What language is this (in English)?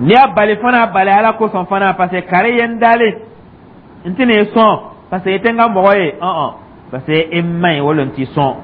Dyula